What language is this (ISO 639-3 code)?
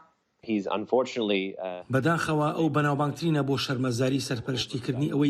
ckb